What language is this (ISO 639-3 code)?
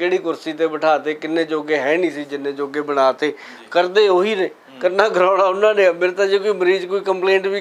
pan